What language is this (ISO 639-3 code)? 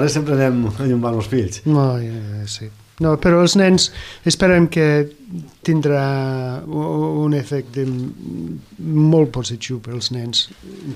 cat